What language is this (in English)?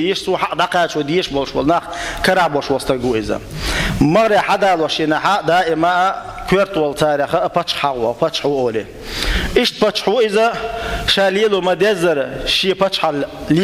Chechen